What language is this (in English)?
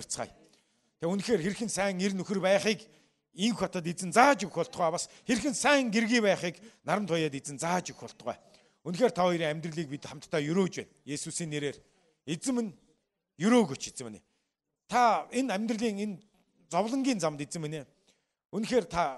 Mongolian